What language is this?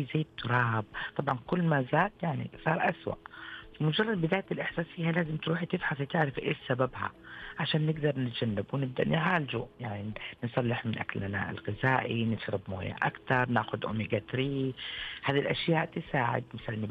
Najdi Arabic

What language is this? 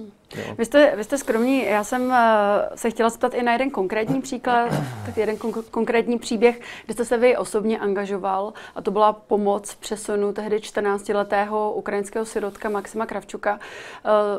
Czech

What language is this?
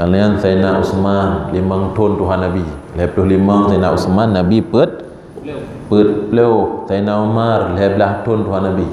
Achinese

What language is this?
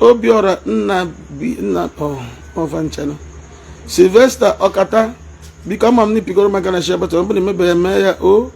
Igbo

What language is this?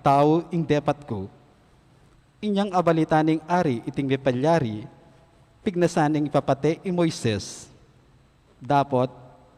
Pampanga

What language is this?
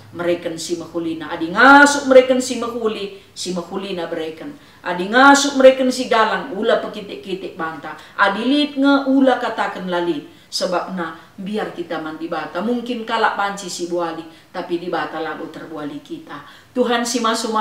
Batak Karo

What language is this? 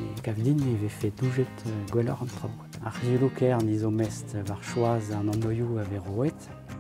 Breton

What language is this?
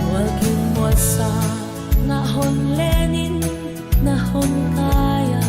Paite Chin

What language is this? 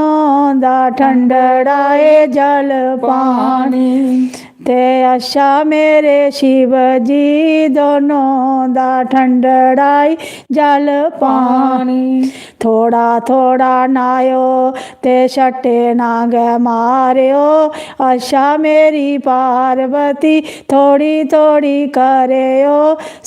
Dogri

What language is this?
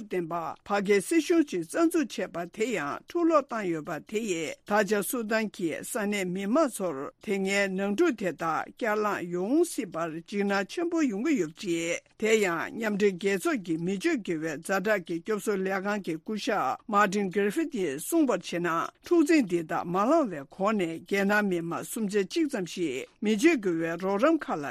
Tibetan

